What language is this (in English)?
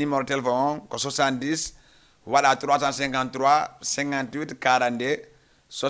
Fula